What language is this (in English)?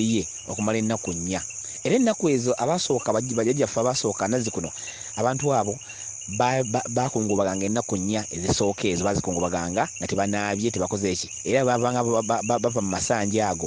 Ganda